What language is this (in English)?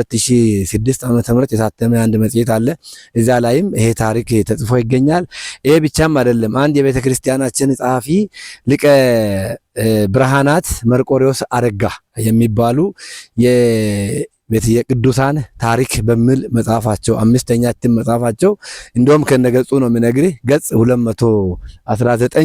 Amharic